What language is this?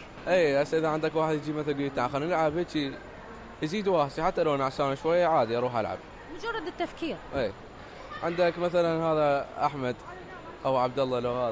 Mesopotamian Arabic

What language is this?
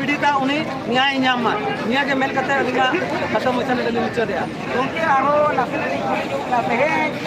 Santali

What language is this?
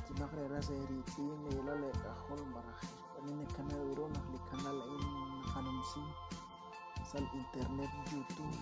Kekchí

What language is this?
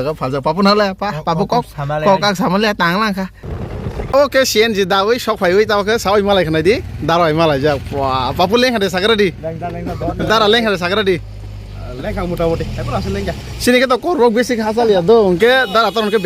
Kok Borok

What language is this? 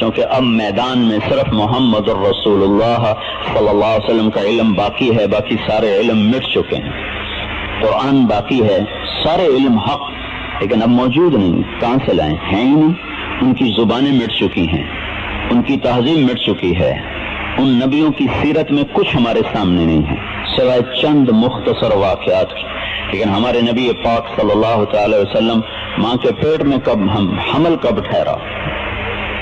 Urdu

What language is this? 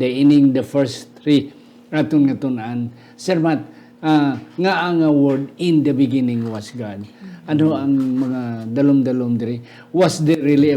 Hiligaynon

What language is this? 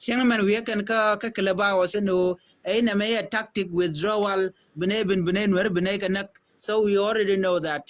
Nuer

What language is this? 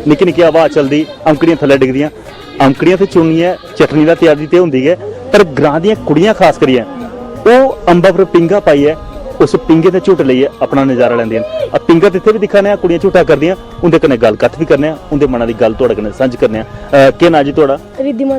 Dogri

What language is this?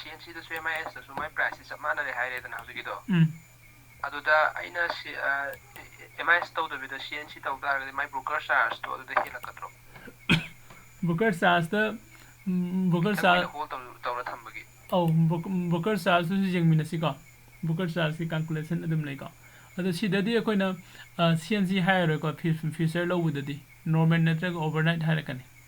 Manipuri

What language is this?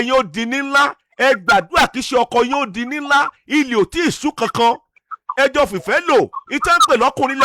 Yoruba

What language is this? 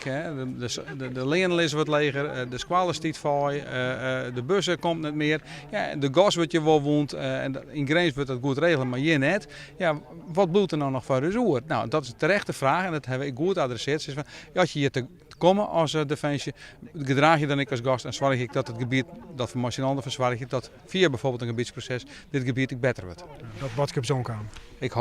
Western Frisian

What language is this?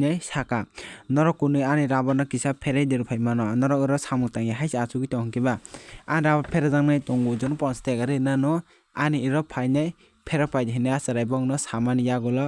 Kok Borok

